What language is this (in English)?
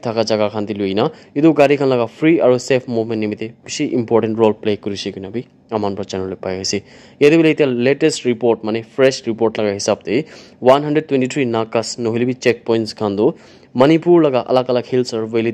Naga Pidgin